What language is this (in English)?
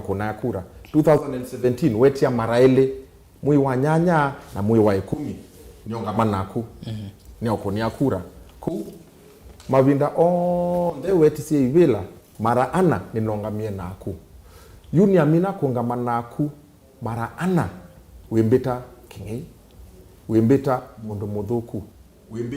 Kamba